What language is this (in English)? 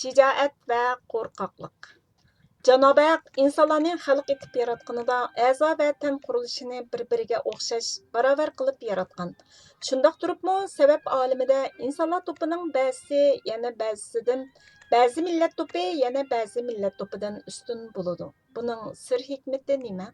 Uyghur